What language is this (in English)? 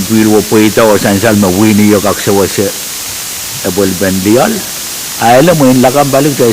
Pohnpeian